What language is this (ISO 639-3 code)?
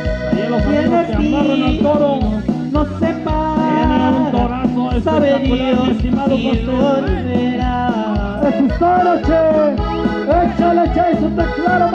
mxp